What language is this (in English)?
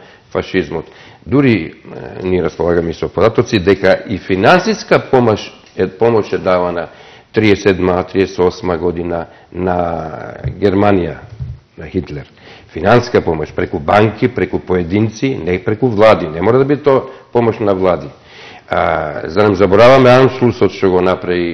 Macedonian